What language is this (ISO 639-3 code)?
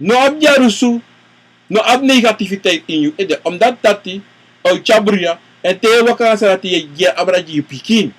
srn